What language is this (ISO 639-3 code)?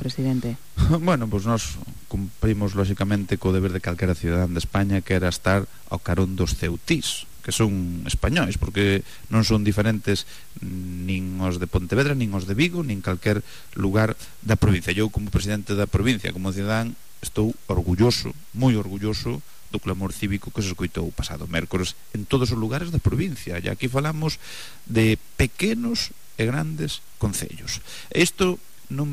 glg